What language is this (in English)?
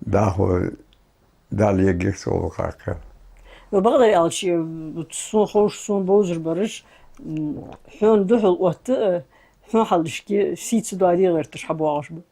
Ingush